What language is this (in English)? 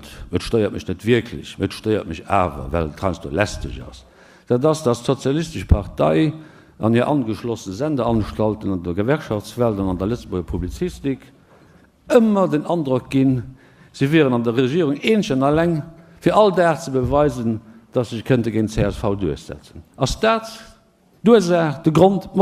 Luxembourgish